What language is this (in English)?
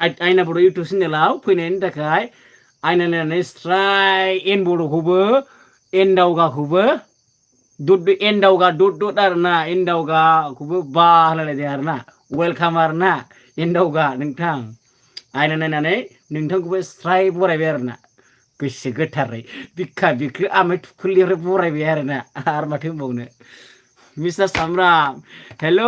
Bodo